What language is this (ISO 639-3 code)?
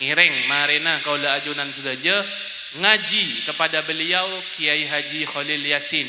mad